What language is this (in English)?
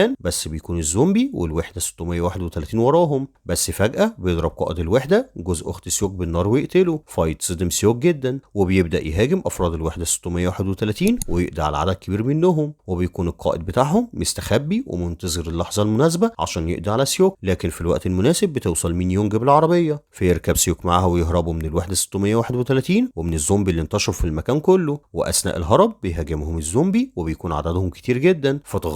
Egyptian Arabic